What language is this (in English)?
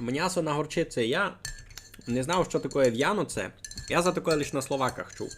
Rusyn